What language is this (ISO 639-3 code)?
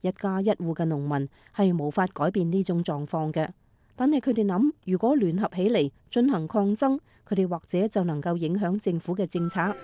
yue